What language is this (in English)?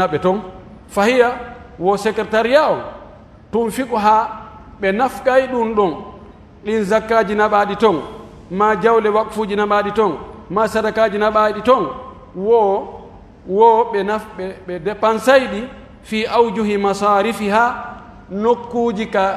Pular